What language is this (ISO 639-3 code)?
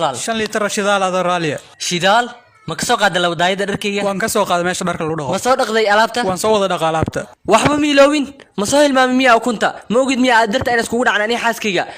som